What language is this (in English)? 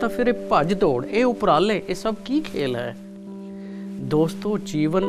Punjabi